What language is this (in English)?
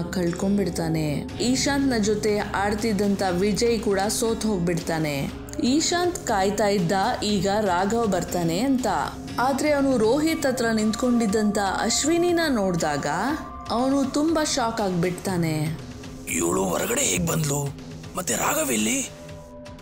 Kannada